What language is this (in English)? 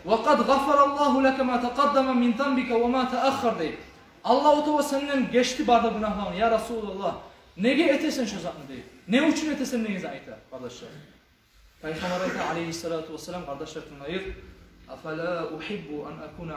Kumyk